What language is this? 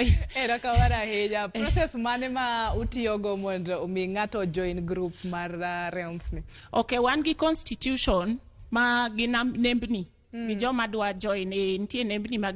Luo (Kenya and Tanzania)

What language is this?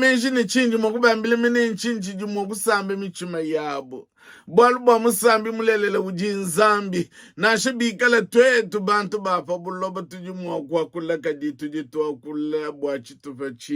Luba-Lulua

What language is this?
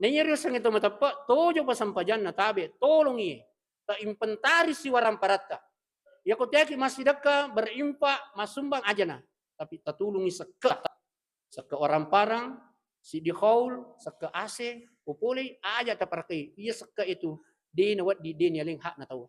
Buginese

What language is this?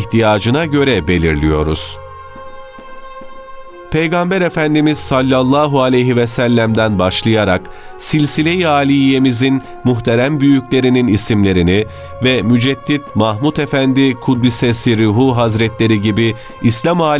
Turkish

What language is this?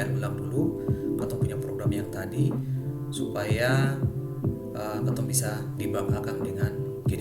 Ambonese Malay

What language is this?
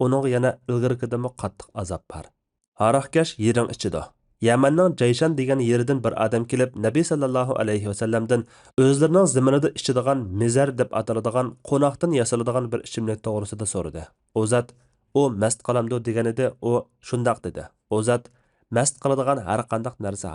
Uyghur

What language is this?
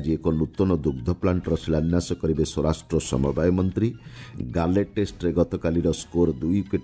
Odia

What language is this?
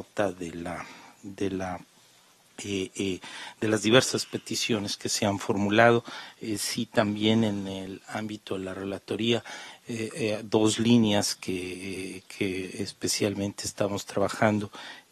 Spanish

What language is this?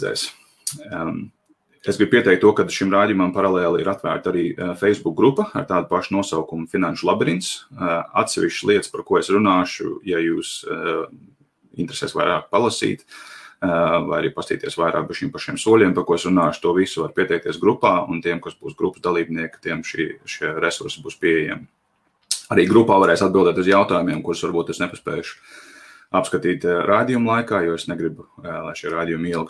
Latvian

